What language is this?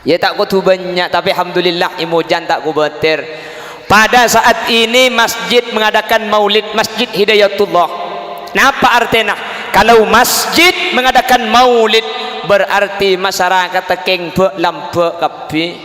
Madurese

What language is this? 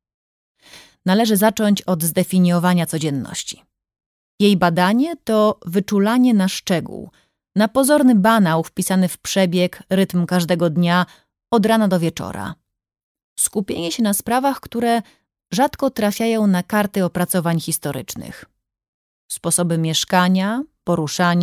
Polish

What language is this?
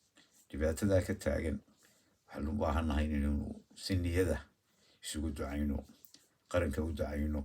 Somali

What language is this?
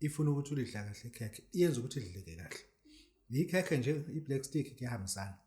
Zulu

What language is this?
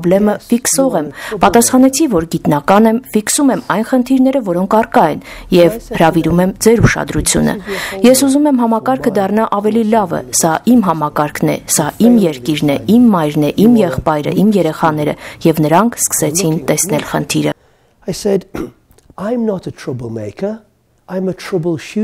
Armenian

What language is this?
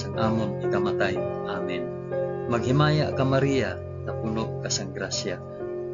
Hiligaynon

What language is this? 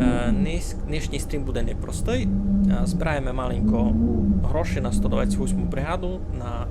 Rusyn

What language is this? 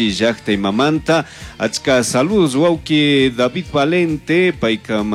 Chimborazo Highland Quichua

